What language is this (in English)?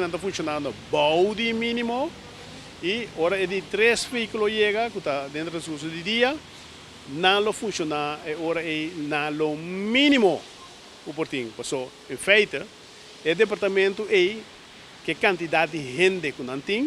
Papiamento